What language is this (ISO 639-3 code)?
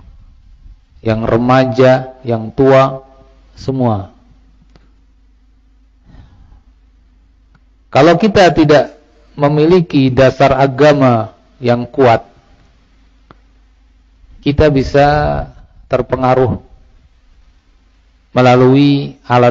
ind